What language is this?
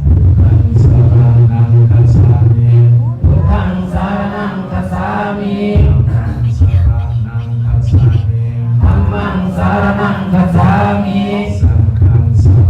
Pali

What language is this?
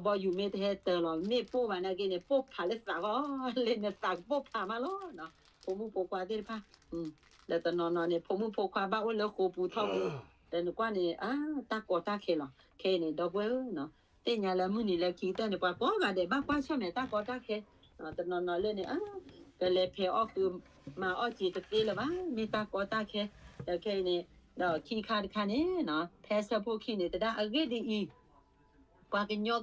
S'gaw Karen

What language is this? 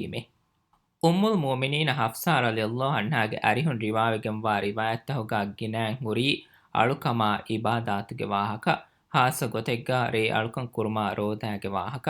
Divehi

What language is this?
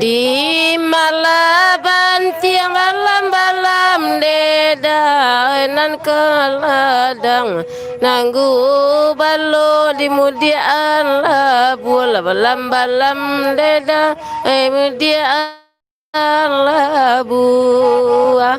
Minangkabau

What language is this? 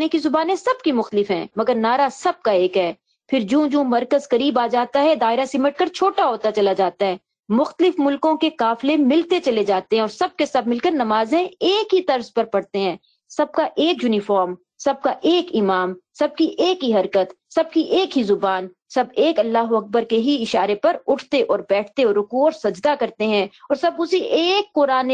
Urdu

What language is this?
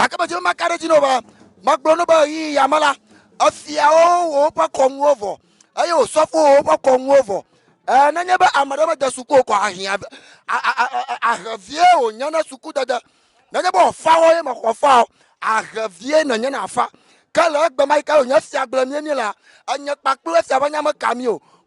Ewe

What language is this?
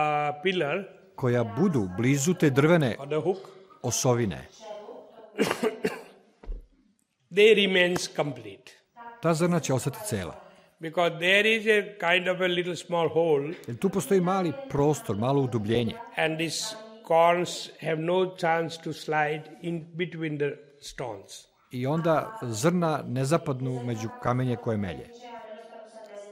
Serbian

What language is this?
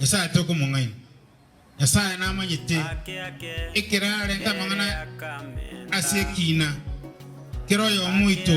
Gusii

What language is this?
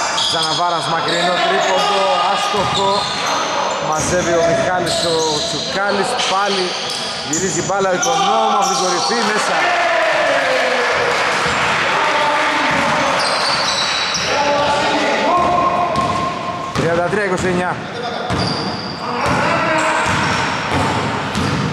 Greek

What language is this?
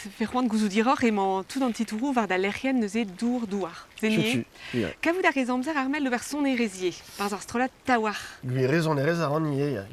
Breton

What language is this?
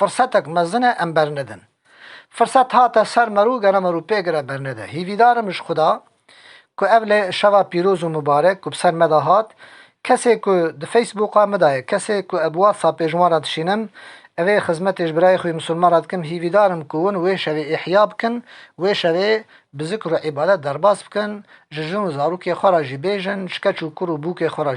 Kurdish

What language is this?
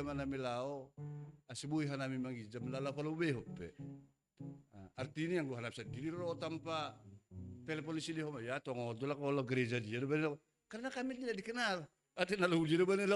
Batak Simalungun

